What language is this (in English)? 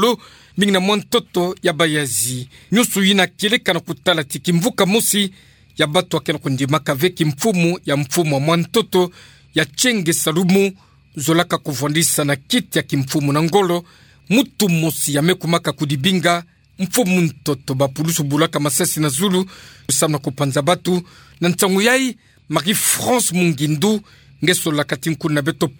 Kituba (Democratic Republic of Congo)